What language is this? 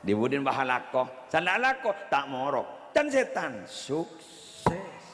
Madurese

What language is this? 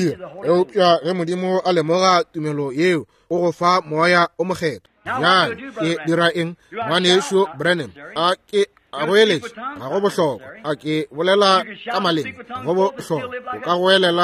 Northern Sotho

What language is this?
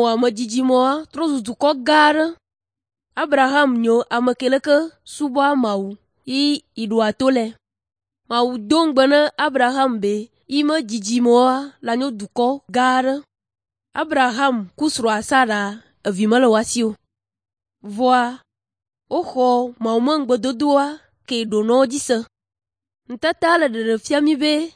Ewe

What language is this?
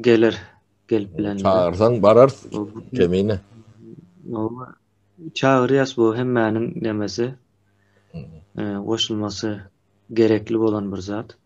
Turkmen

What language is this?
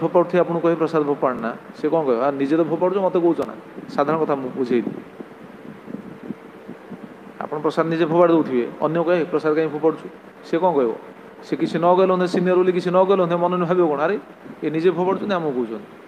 Odia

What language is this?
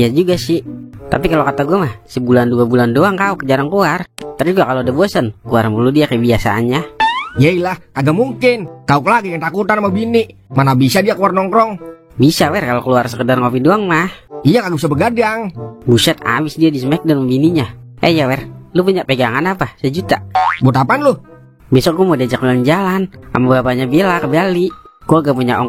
Betawi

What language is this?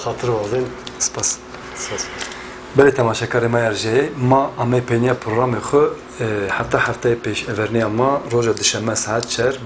Zaza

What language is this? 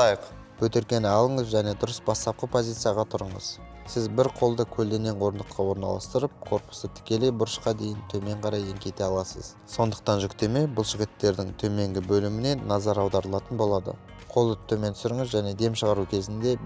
Kazakh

